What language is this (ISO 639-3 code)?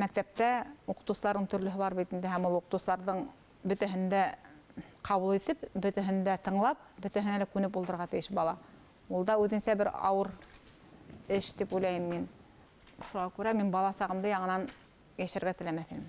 bak